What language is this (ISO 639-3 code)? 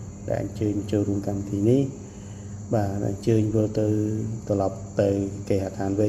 khm